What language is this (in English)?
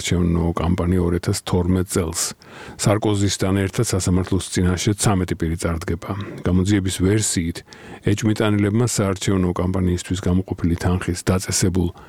Georgian